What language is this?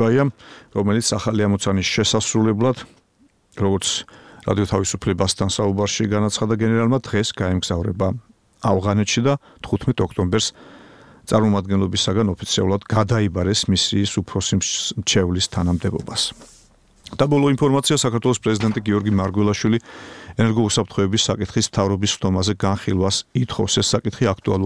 Georgian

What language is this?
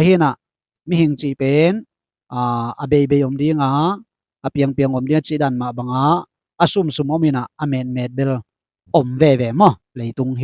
Tedim Chin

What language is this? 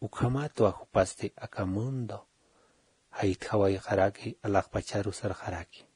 Aymara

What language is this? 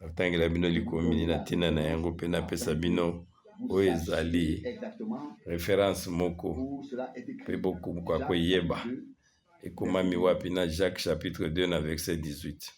Lingala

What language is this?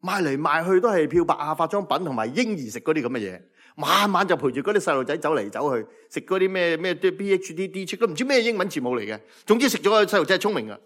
Cantonese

